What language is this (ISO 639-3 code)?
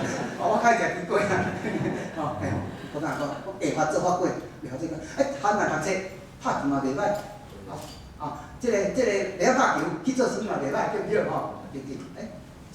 nan